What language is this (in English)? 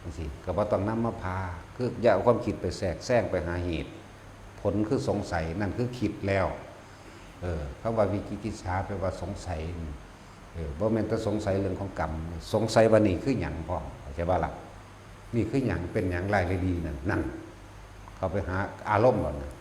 Northeastern Thai